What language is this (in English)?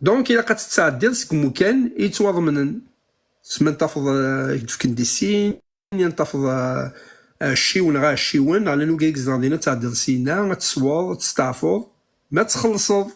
Kabyle